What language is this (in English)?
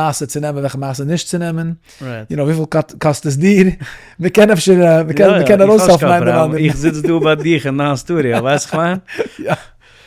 Yiddish